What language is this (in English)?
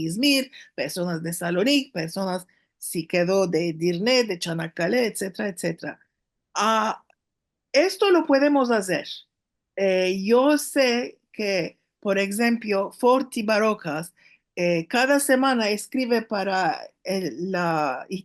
Ladino